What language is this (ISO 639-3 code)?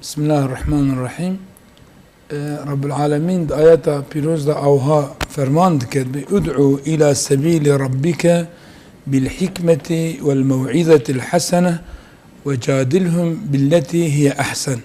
kur